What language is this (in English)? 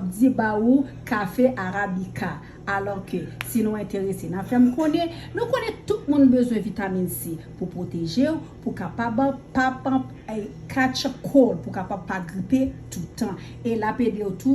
Haitian Creole